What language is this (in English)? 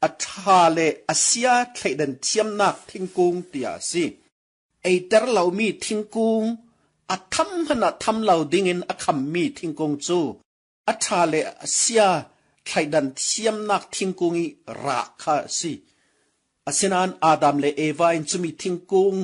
Falam Chin